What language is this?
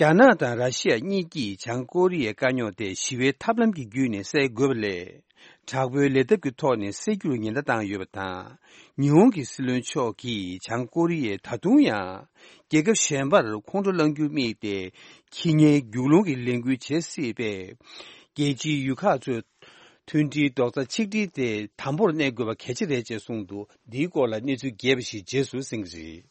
Tibetan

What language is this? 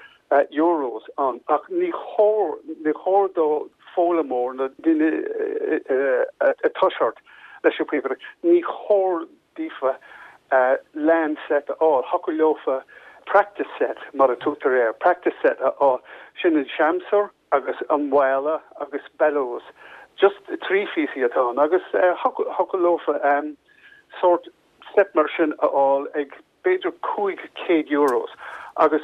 Irish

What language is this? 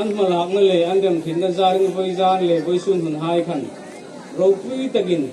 Hmar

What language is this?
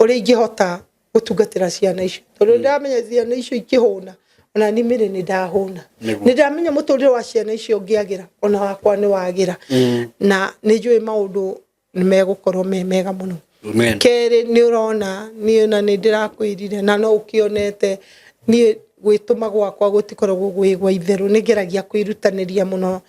Kikuyu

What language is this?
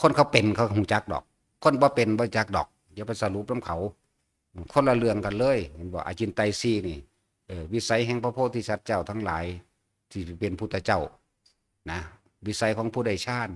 Northeastern Thai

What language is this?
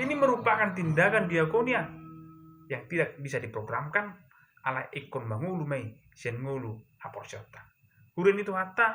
Batak Toba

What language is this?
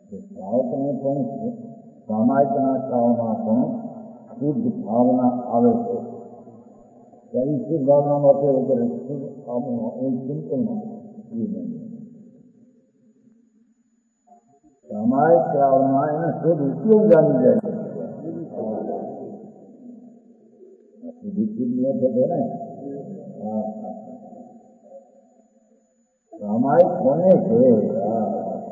Gujarati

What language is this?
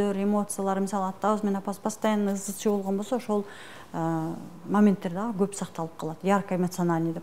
Kyrgyz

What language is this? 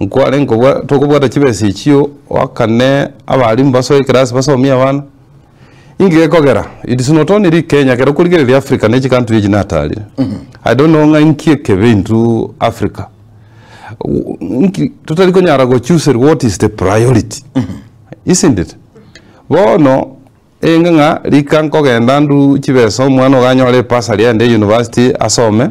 Gusii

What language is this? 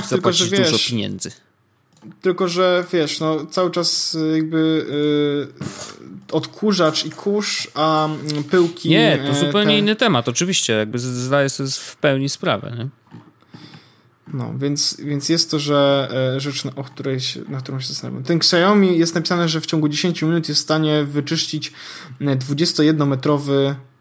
Polish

